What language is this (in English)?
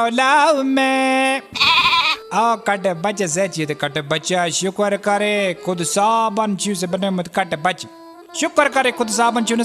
Kashmiri